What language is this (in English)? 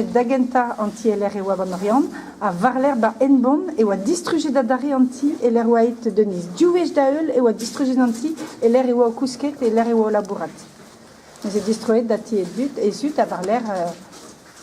Breton